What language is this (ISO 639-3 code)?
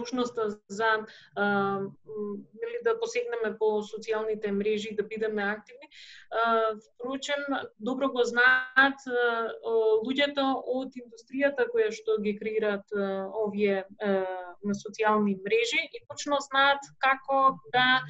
mkd